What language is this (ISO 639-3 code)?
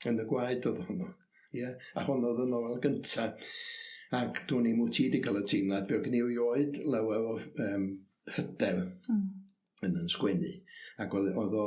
cym